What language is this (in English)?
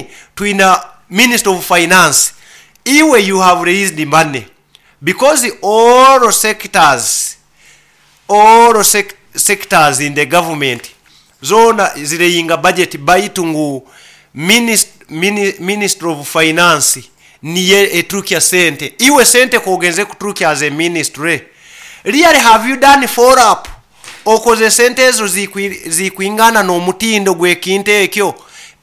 Nyoro